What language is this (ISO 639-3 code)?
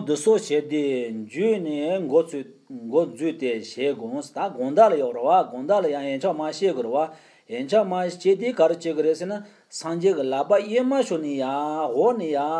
bod